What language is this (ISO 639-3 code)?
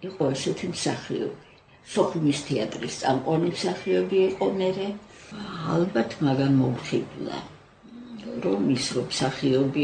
kat